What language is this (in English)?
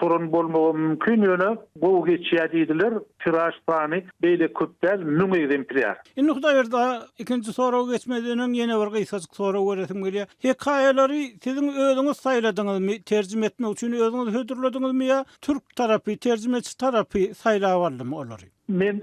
Turkmen